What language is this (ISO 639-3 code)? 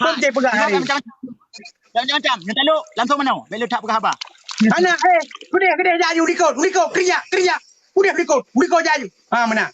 ace